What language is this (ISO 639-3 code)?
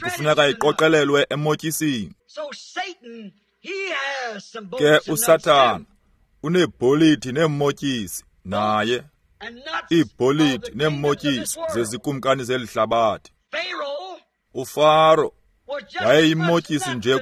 xho